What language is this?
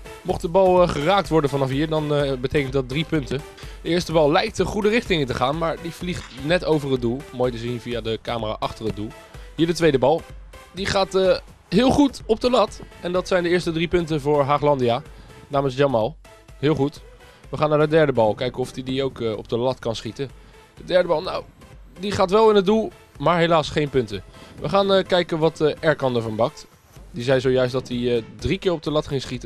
Dutch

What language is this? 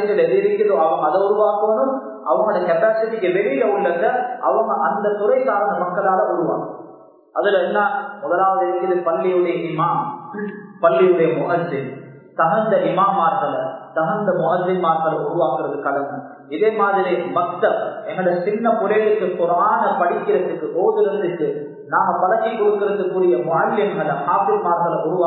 Tamil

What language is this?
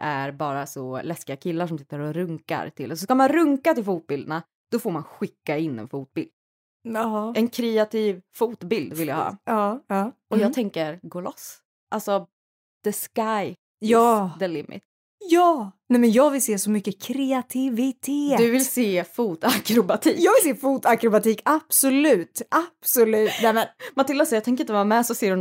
Swedish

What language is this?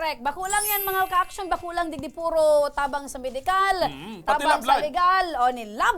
Bikol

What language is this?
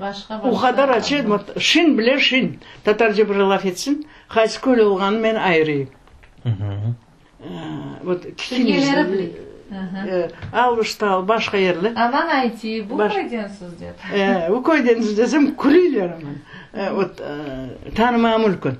Crimean Tatar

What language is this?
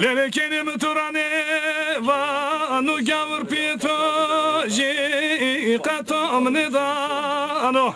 Zaza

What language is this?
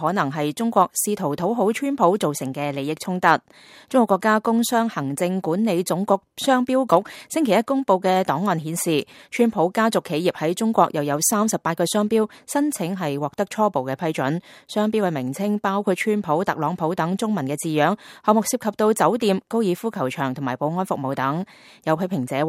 Cantonese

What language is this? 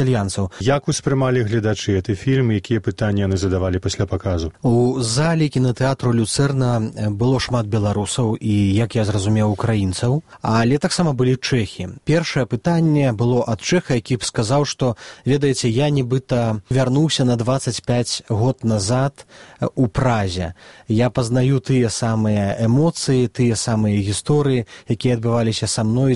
Belarusian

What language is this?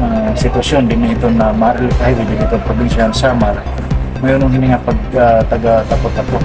Waray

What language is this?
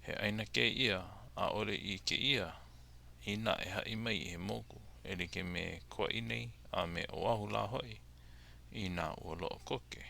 Hawaiian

